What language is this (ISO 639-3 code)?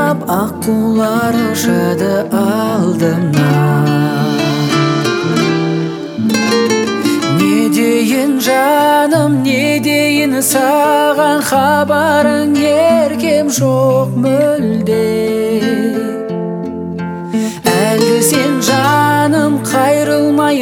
kaz